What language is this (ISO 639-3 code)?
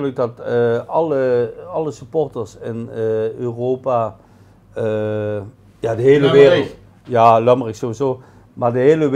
nld